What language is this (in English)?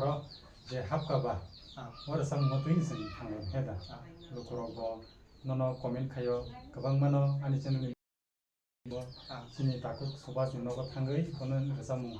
Kok Borok